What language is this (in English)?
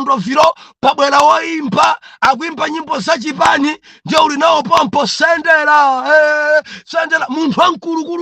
Nyanja